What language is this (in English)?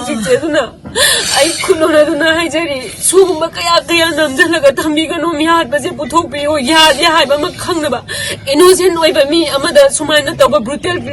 Manipuri